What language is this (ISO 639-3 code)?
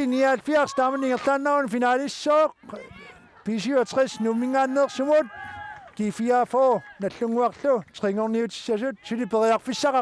kal